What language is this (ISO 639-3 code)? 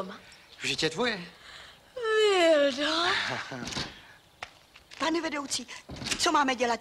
ces